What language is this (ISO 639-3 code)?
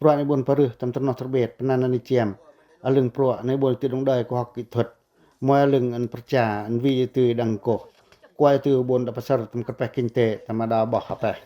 pac